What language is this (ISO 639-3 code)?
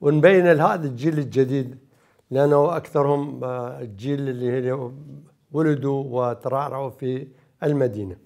acm